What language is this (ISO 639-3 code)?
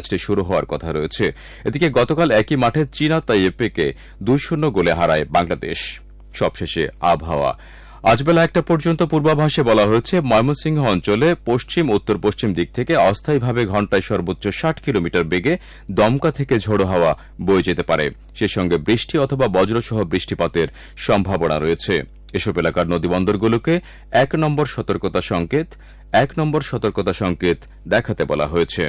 ben